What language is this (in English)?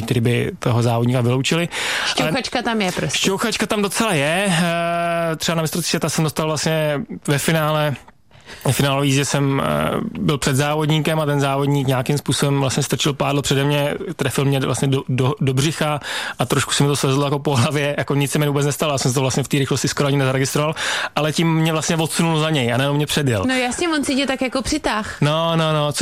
Czech